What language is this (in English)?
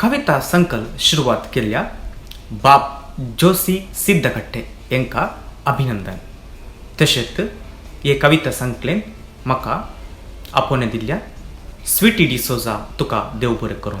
Konkani